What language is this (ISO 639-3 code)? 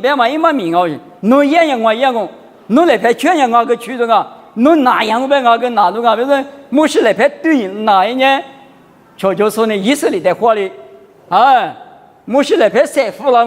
lis